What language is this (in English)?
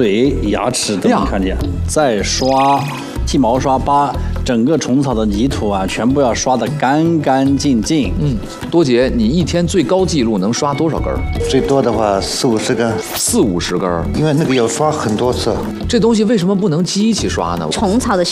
Chinese